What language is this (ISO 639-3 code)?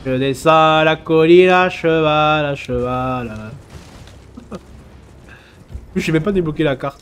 fra